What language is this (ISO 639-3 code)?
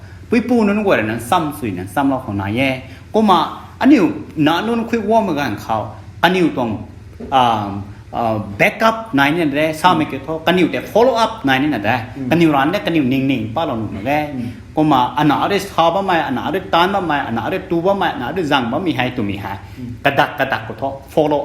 nbu